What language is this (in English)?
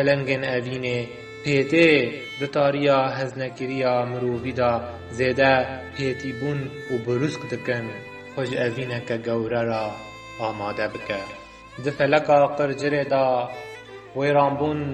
Kurdish